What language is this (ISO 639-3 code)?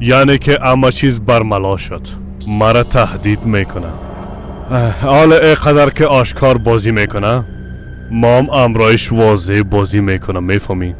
fas